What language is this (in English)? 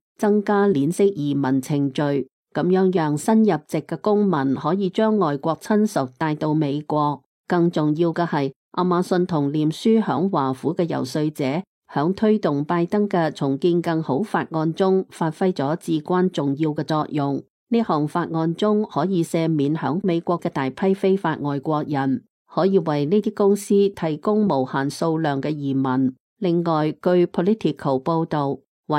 Cantonese